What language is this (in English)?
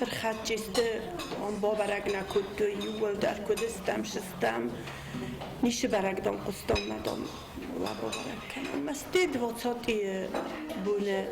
Ossetic